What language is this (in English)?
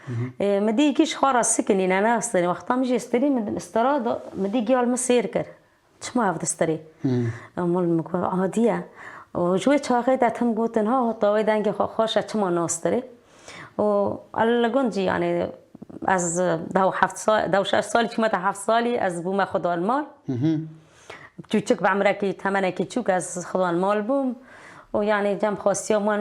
Kurdish